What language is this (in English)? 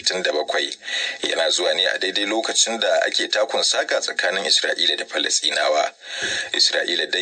Hausa